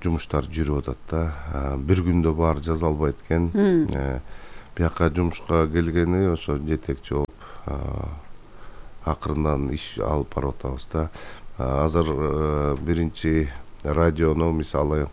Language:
Kyrgyz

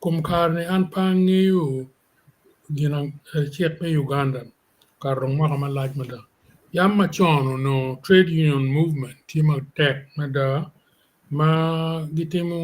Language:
Acoli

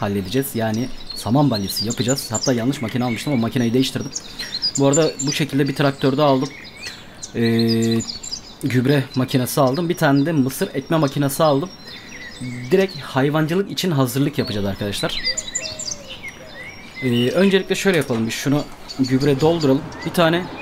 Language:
Turkish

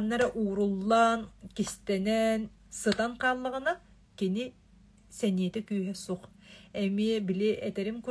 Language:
Yakut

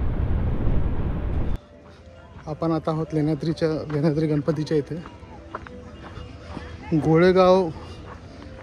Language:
Marathi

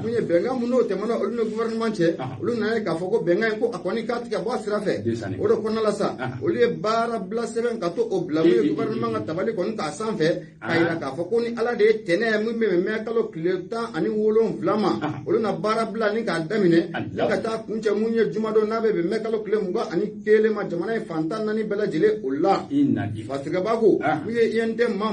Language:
Bambara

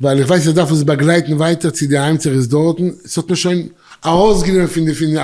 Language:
Yiddish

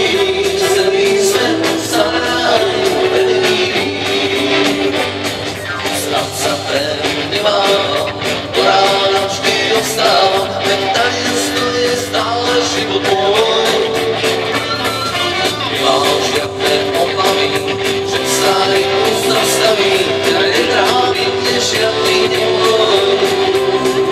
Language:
Slovak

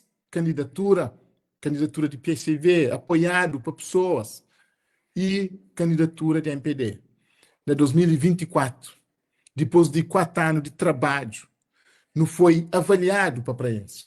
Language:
Kabuverdianu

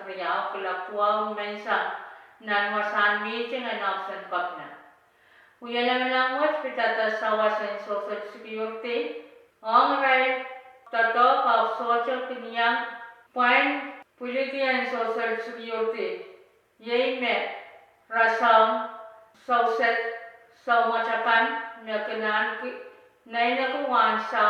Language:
Pohnpeian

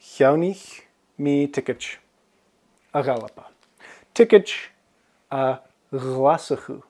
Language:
Scottish Gaelic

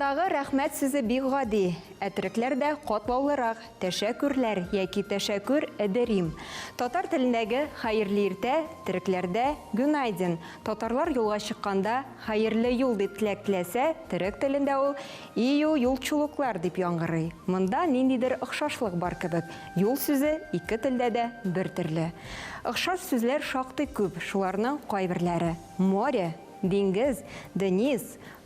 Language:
Tatar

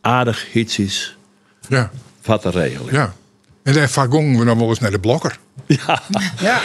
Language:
Western Frisian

